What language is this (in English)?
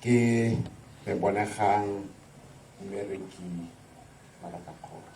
Tswana